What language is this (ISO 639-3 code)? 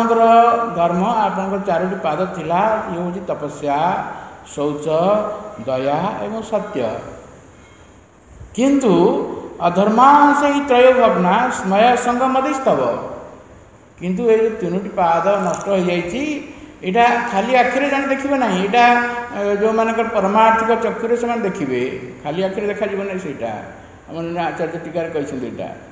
ori